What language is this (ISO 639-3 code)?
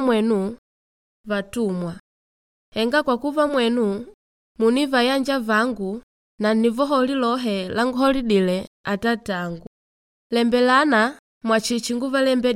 kde